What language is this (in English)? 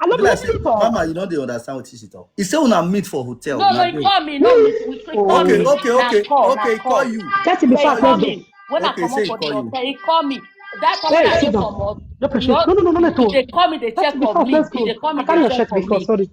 Nigerian Pidgin